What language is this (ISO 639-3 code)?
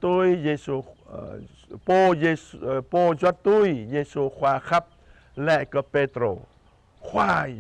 jra